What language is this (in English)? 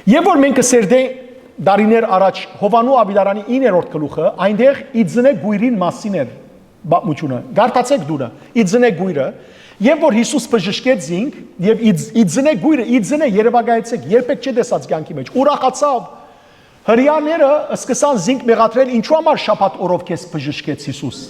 Western Armenian